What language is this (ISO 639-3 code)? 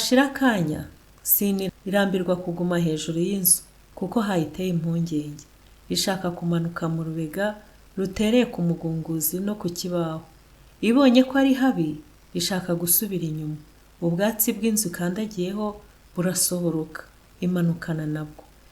kin